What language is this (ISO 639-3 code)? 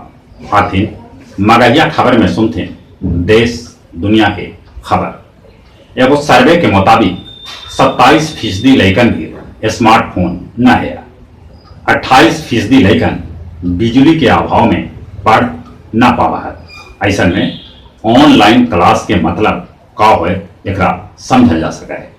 mag